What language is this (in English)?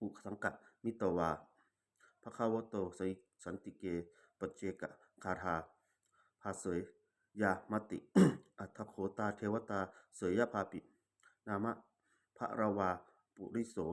Pali